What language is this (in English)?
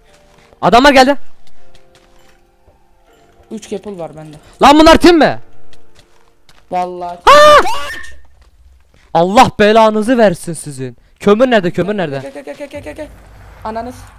Turkish